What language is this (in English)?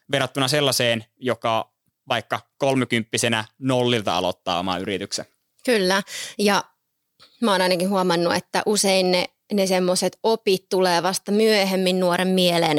Finnish